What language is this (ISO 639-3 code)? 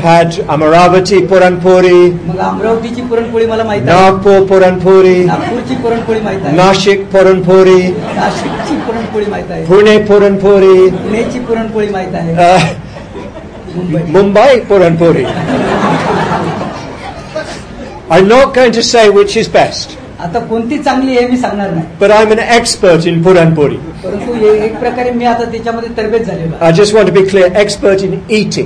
mar